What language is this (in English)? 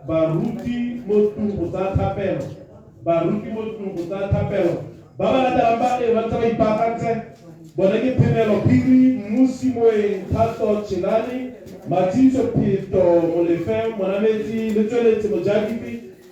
Tswana